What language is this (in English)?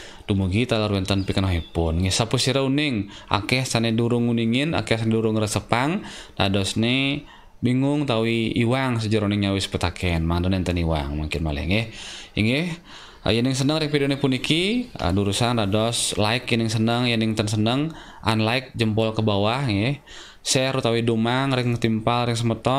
Balinese